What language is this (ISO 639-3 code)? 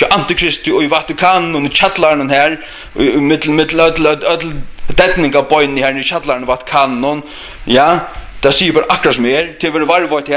fao